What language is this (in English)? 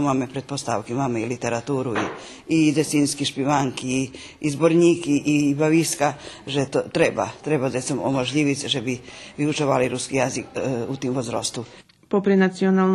Rusyn